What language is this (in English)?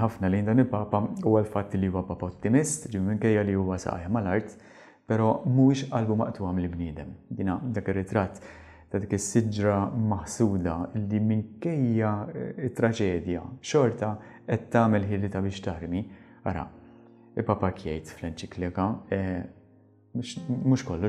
Maltese